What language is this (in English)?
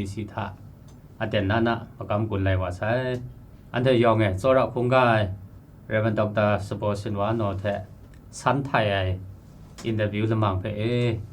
Kachin